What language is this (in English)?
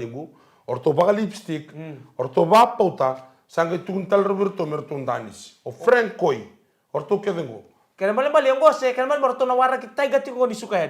Fijian